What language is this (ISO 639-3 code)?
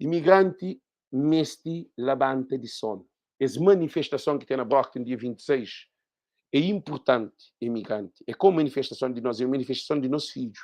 kea